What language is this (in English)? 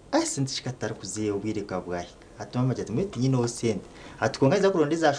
Nyankole